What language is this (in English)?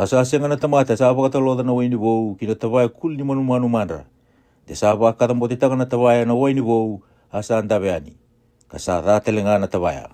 Fijian